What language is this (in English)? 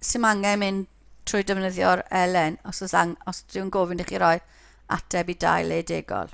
Welsh